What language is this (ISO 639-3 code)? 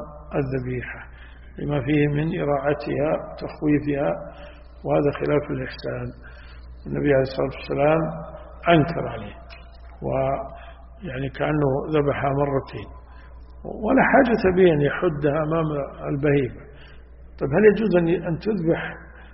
ara